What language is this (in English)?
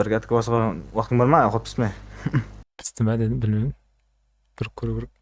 Kara-Kalpak